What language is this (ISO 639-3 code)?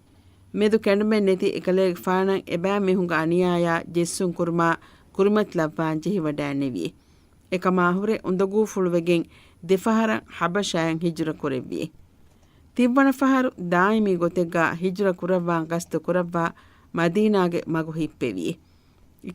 div